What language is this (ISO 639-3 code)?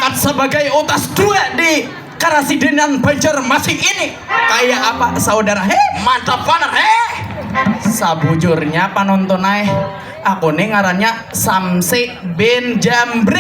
bjn